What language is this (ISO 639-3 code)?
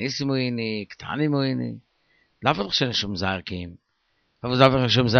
yid